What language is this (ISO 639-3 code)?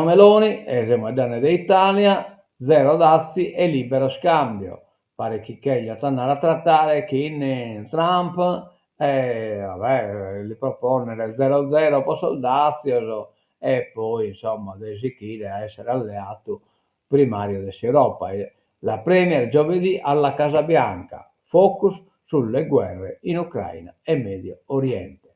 srd